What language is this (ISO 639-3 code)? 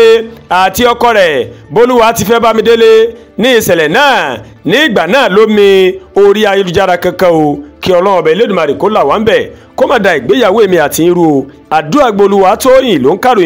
yor